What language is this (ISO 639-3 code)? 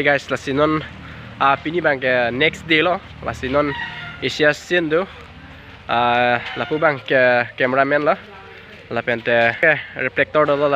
mjw